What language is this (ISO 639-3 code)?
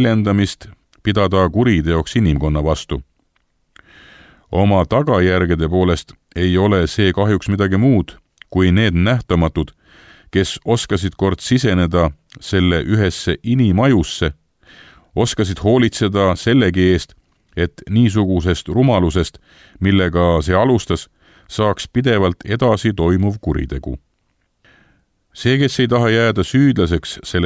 est